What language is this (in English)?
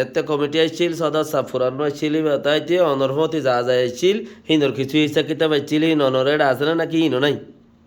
Rohingya